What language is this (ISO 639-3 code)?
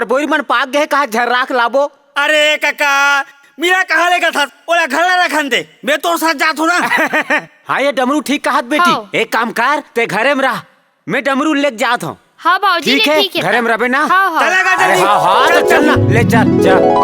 hne